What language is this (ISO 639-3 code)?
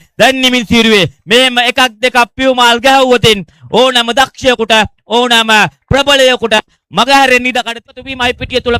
sin